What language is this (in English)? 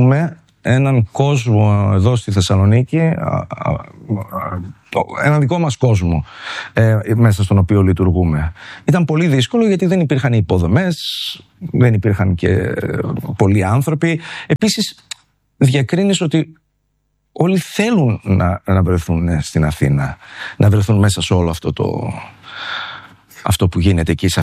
Greek